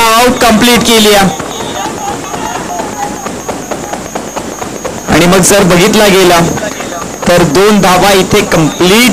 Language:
Marathi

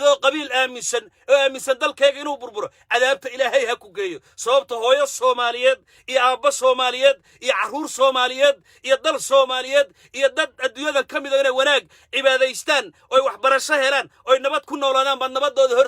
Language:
Somali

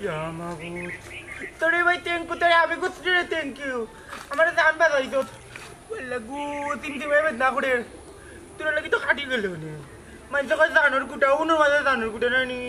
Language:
Sylheti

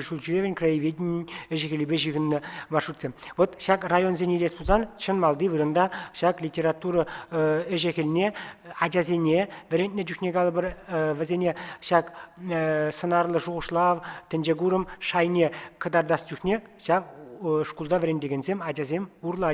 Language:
Chuvash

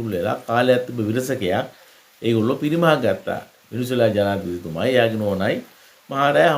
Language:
Sinhala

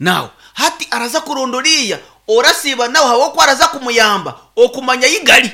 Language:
Nyankole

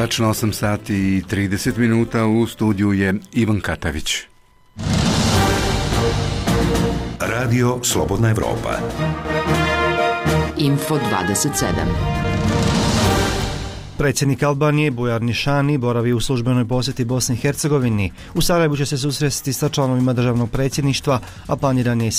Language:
Bosnian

